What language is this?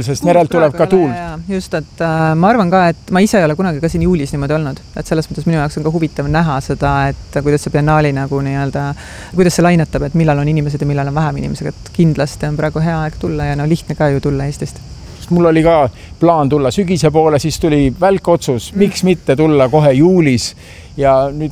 Estonian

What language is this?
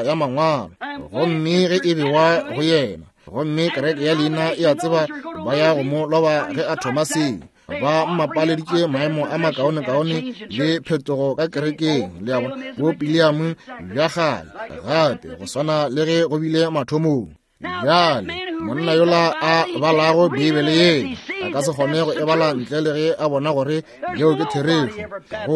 Northern Sotho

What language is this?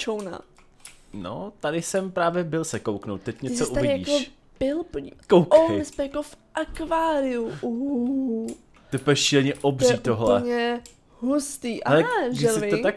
Czech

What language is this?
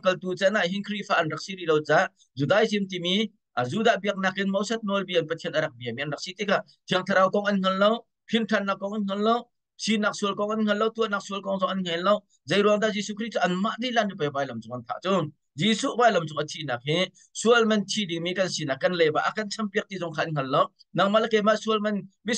Hakha Chin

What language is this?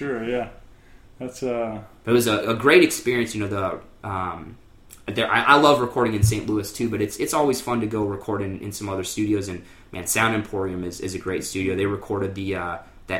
English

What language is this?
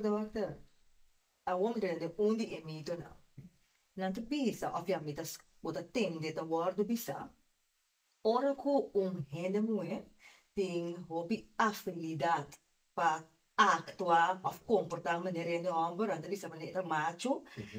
Papiamento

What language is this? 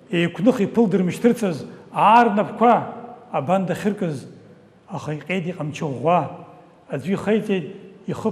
Abkhazian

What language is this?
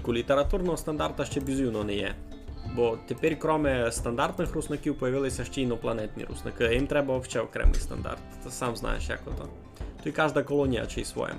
Rusyn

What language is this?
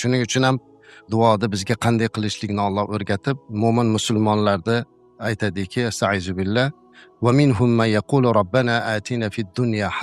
Uzbek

